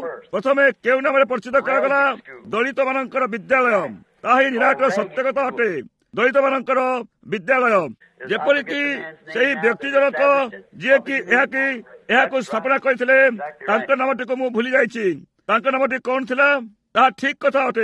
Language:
Odia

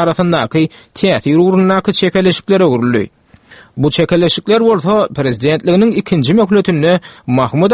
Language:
Turkmen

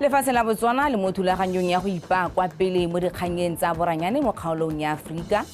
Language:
Tswana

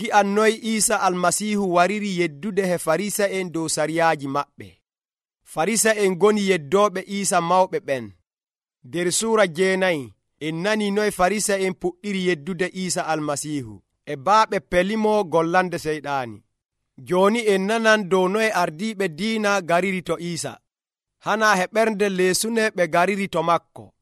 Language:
Nigerian Fulfulde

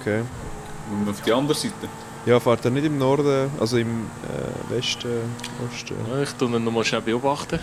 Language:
Swiss German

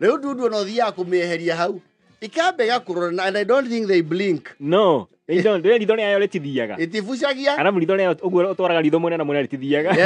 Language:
Kikuyu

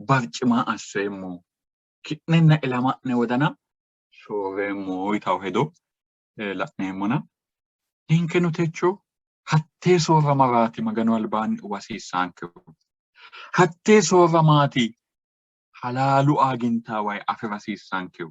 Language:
Sidamo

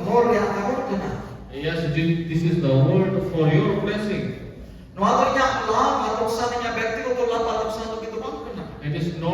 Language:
Santali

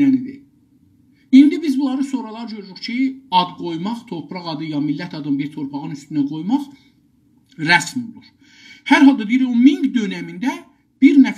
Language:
South Azerbaijani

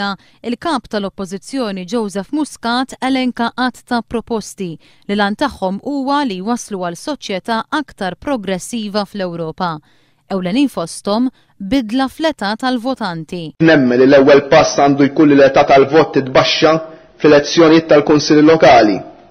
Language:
Maltese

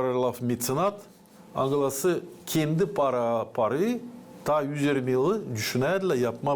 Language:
Gagauz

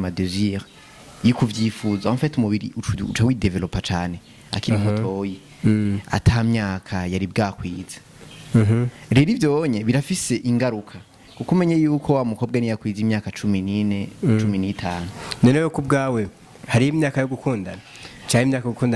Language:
Rundi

